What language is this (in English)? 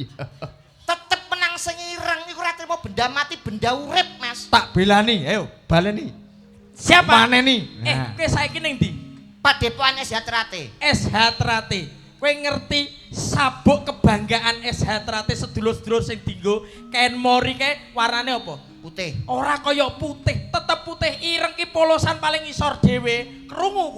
Javanese